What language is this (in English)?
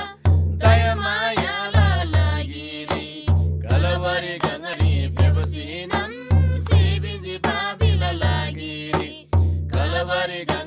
Eastern Tamang